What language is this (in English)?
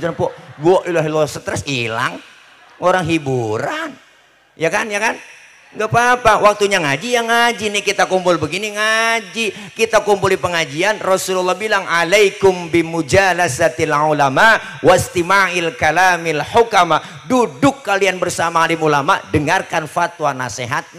Betawi